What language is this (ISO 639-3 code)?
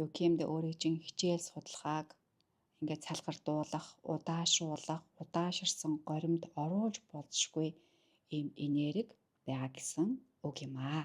mon